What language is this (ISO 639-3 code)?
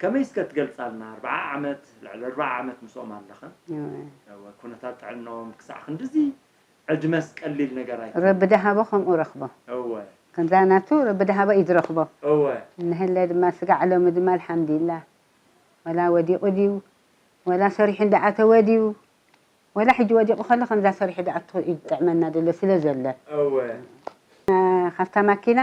tir